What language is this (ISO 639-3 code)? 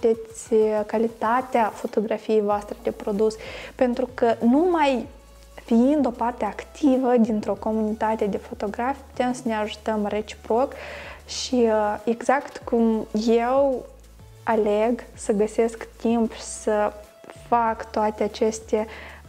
ron